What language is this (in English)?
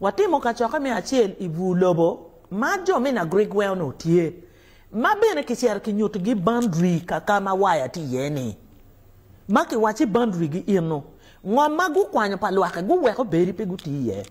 Acoli